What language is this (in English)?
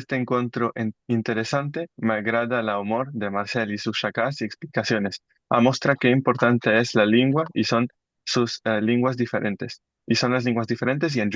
Ladino